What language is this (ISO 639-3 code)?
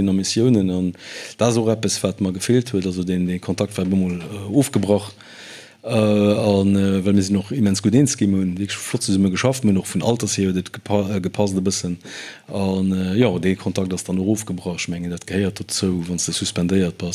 ltz